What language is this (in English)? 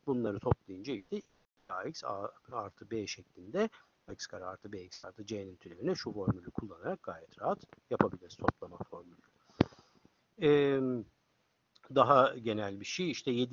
Turkish